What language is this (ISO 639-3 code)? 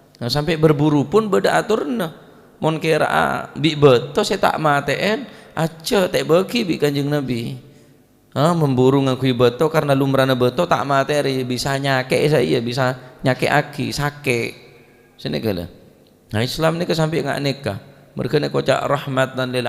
mad